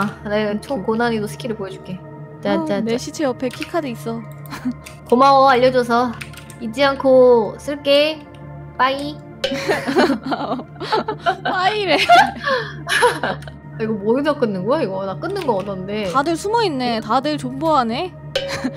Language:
Korean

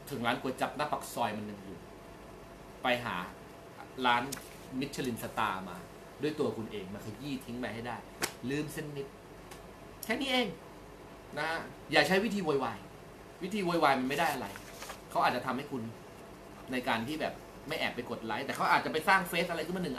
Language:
Thai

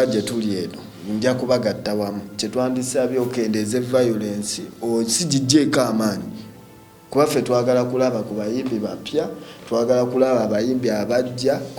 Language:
Ganda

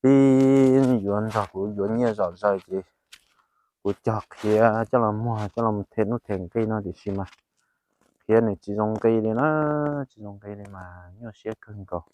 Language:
Hmong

